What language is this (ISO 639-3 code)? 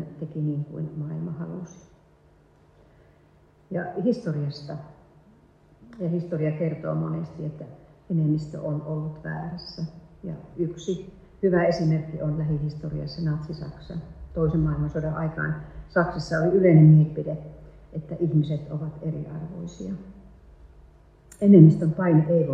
fin